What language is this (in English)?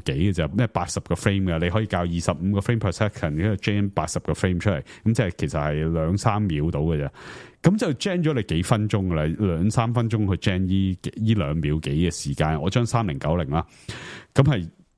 Cantonese